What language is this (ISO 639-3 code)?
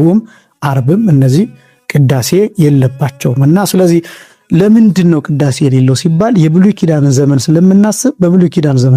amh